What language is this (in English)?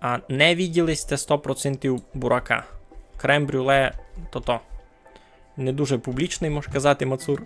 Rusyn